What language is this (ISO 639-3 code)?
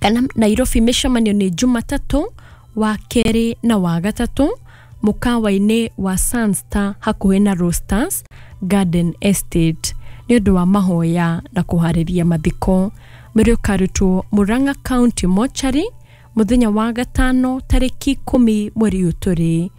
kik